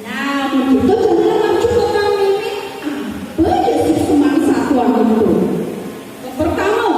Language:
Balinese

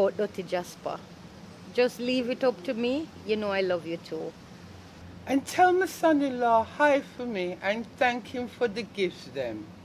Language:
Jamaican Creole English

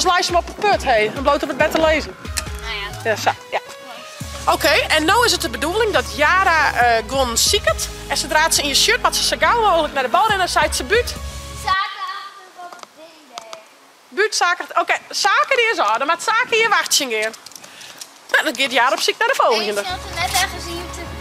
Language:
Western Frisian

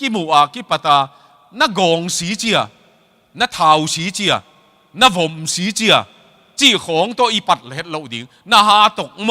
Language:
Tedim Chin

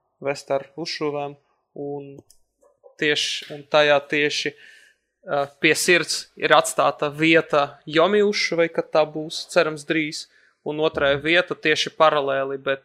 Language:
Latvian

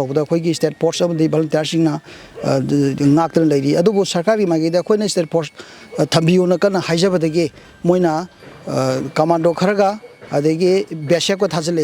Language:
Manipuri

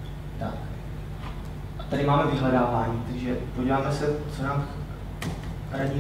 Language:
Czech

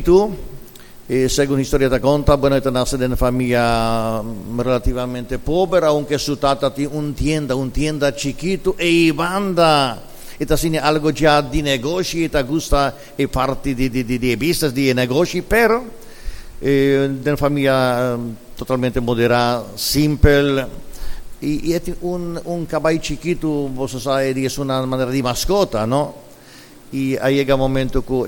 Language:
Papiamento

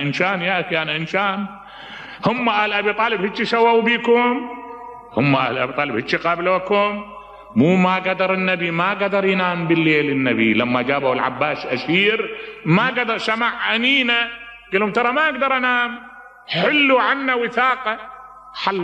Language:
Mesopotamian Arabic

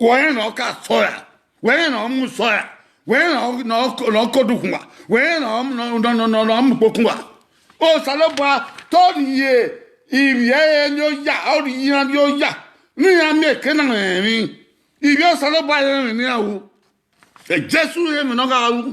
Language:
Bini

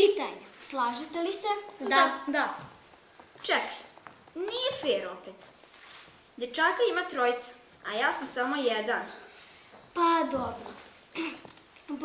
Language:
Serbian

